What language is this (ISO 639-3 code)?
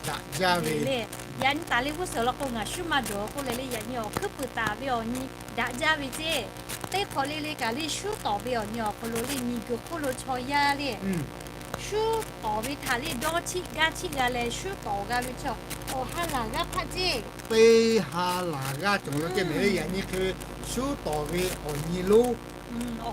lhu